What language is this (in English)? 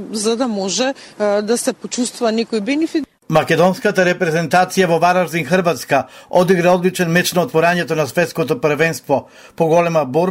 Macedonian